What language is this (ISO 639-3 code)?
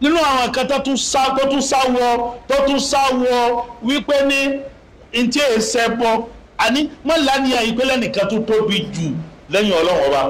yor